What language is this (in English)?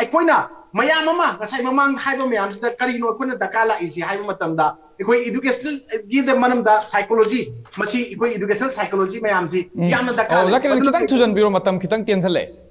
Manipuri